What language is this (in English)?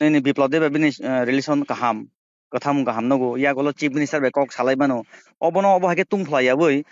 Kok Borok